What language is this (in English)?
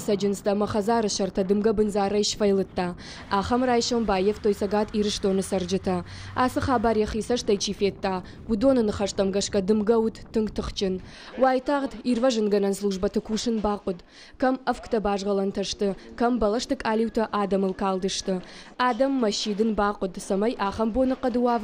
Ossetic